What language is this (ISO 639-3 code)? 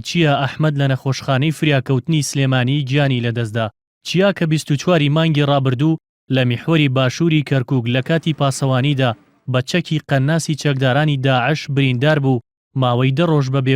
ckb